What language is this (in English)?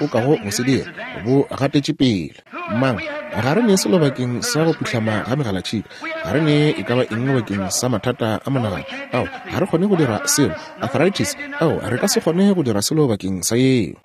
Northern Sotho